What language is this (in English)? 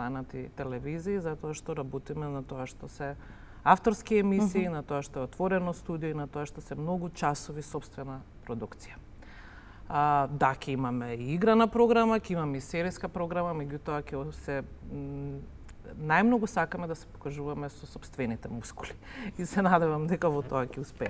Macedonian